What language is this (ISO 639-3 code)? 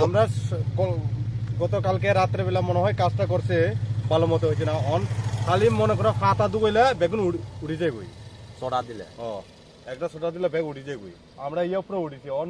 ccp